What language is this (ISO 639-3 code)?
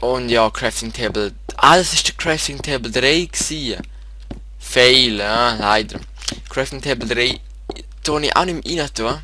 gsw